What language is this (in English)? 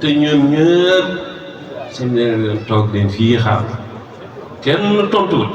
Wolof